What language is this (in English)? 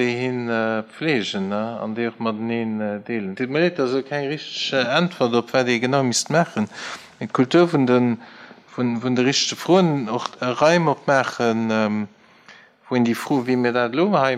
Luxembourgish